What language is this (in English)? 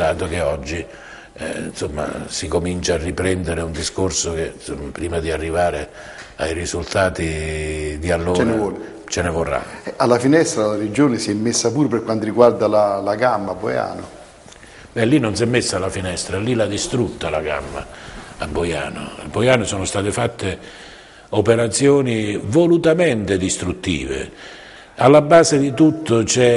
Italian